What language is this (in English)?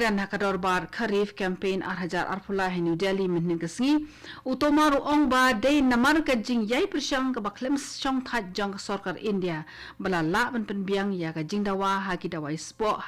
Khasi